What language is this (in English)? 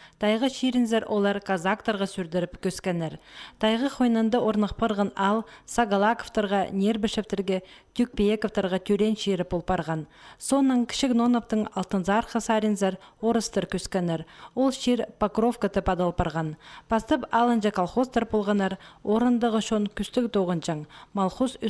Khakas